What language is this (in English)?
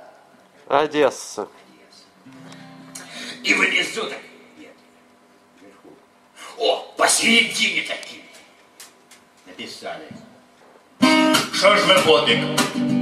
Russian